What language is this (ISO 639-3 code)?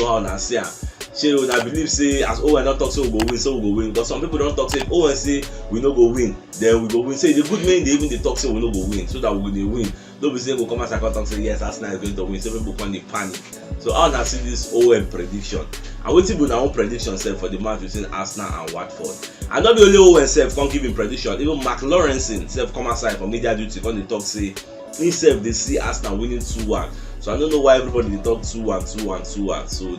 pcm